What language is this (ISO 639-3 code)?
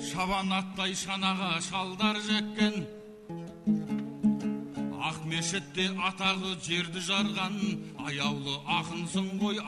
kaz